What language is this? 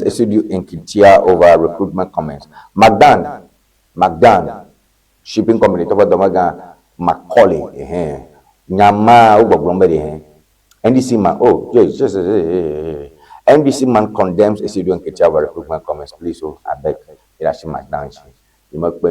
Ewe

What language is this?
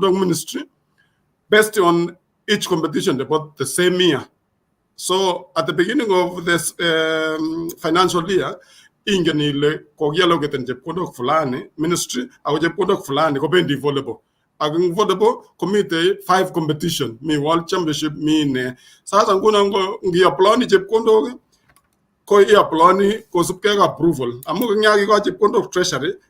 Kalenjin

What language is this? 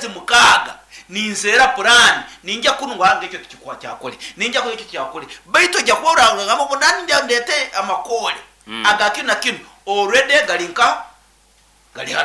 Nyoro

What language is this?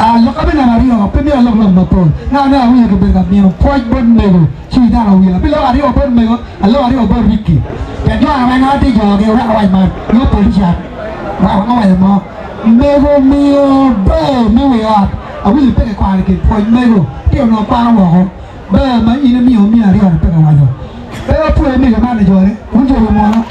Acoli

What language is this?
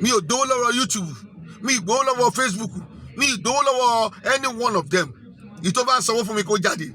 Yoruba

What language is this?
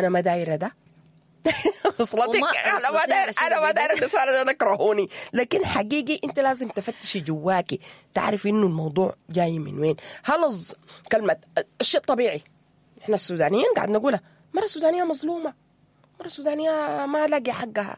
Sudanese Arabic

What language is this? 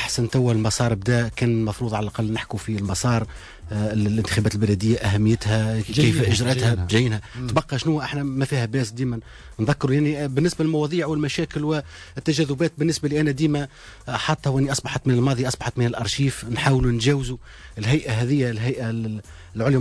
Tunisian Arabic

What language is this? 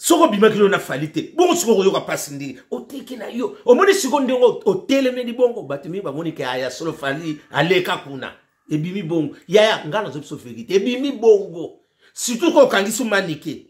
Lingala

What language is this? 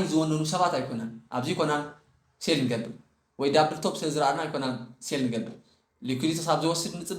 Tigrinya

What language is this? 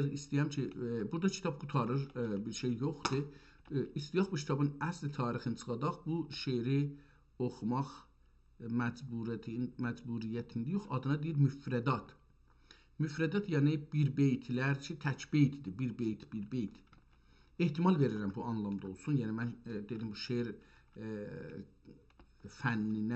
South Azerbaijani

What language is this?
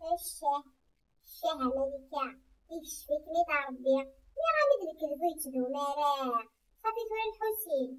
Kabyle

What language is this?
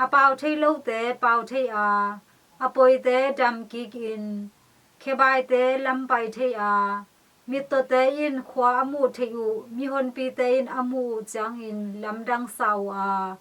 Tedim Chin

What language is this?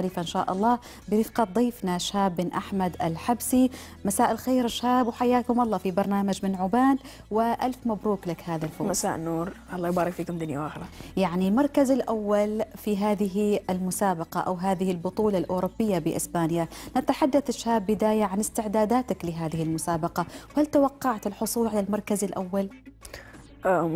Arabic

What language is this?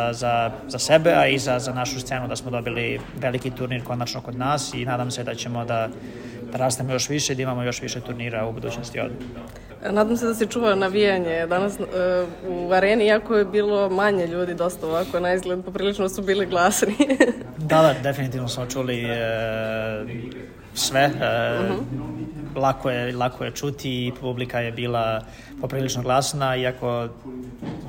Serbian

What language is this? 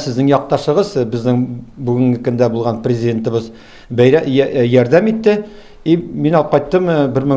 Tatar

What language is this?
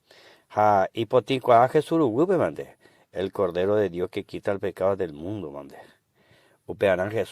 Guarani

